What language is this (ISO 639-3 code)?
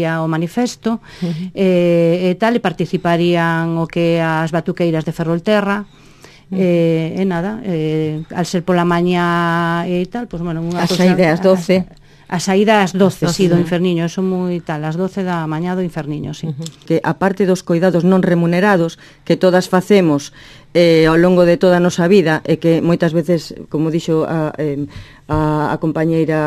glg